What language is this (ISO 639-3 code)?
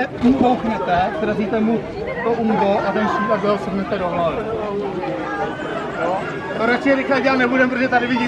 ces